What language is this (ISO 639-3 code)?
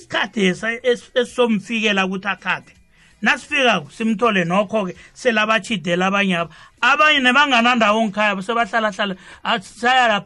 nbl